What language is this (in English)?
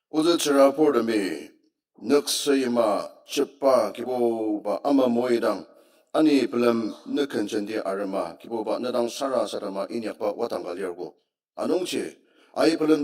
Ao Naga